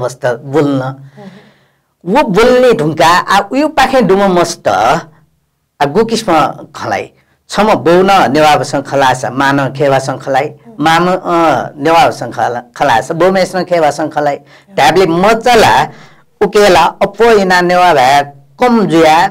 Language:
Newari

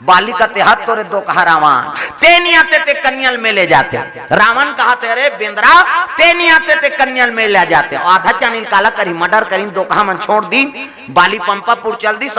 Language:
Chhattisgarhi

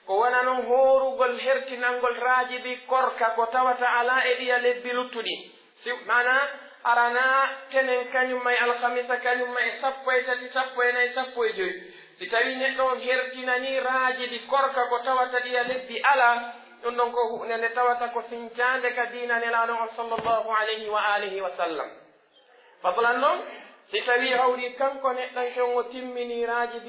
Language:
Pular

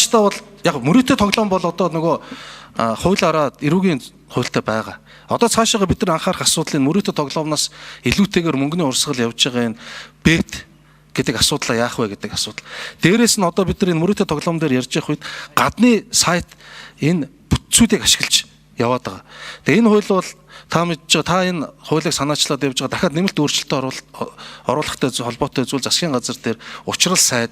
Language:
Mongolian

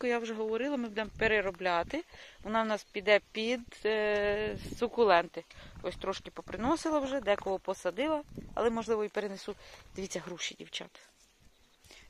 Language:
Ukrainian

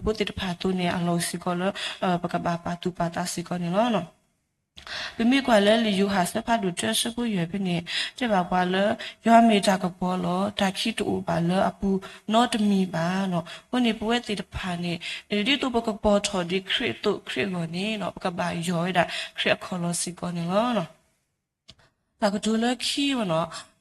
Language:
S'gaw Karen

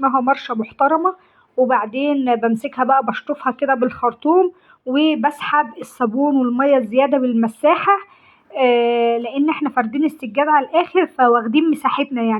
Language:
Egyptian Arabic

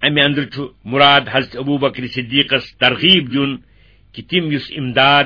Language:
Kashmiri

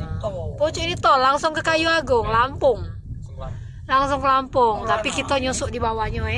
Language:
Musi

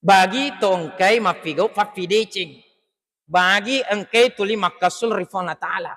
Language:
Buginese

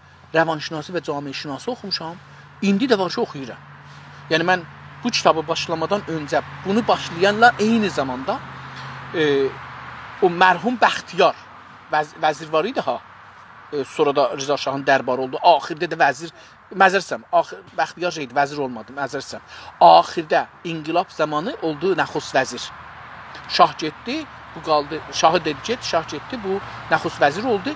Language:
South Azerbaijani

